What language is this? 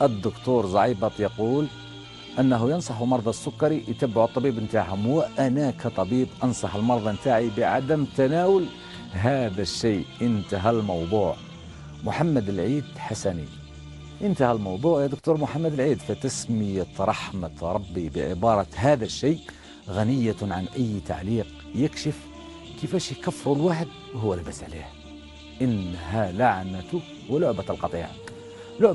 Algerian Arabic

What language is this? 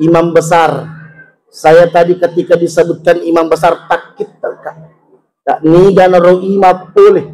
Buginese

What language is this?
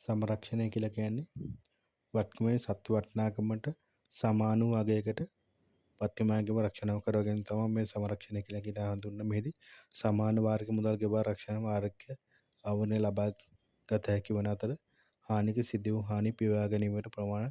Sinhala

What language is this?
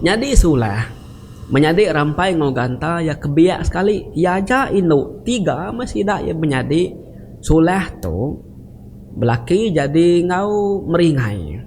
Iban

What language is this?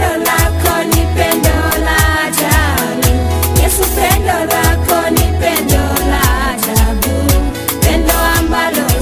Swahili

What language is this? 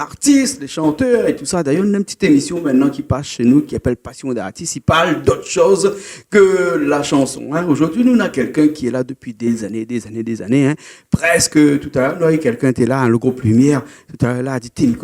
Réunion Creole French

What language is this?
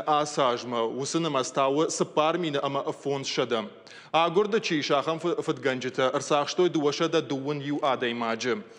Ossetic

